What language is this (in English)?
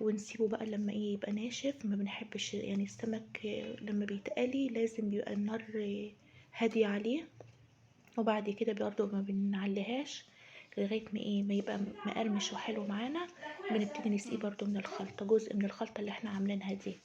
Egyptian Arabic